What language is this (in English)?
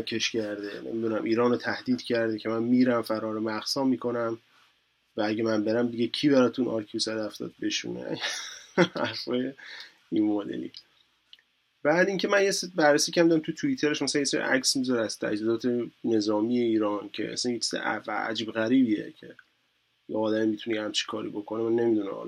Persian